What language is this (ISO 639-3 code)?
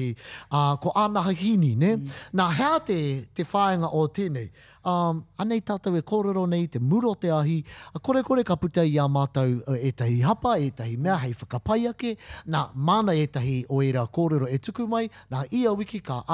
mri